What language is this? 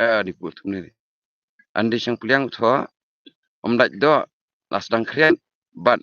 Khasi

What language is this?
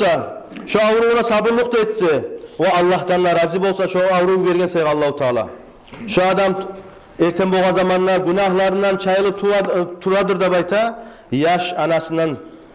Kumyk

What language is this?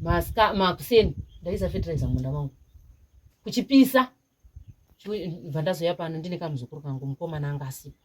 Shona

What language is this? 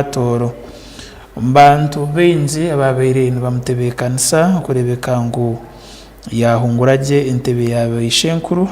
Tooro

